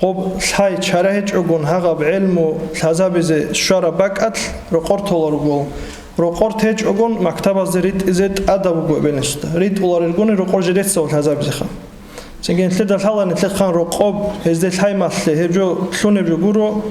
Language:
Avaric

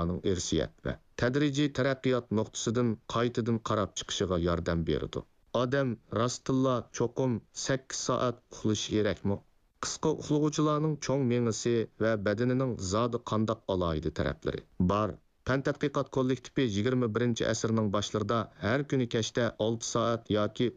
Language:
Uyghur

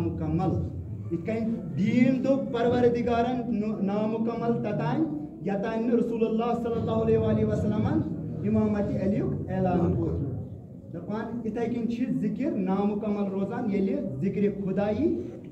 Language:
Kashmiri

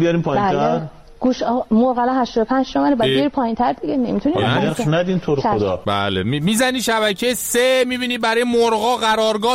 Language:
Persian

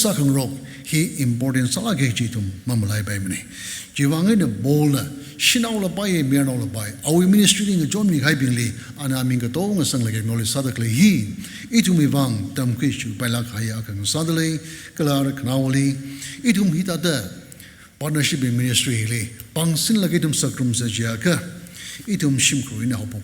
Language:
Tangkhul Naga (India)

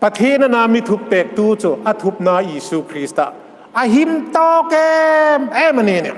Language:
Hmar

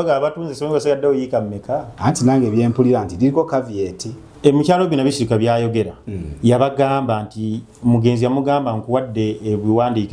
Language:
Ganda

